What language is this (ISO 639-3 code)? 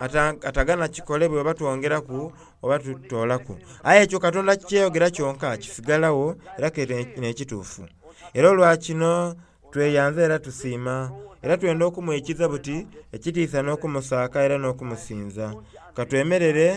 xog